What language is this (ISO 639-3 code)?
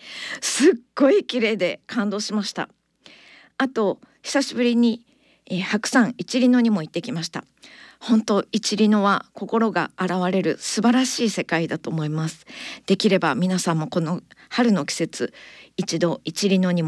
jpn